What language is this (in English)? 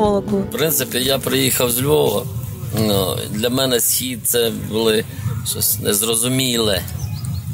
Ukrainian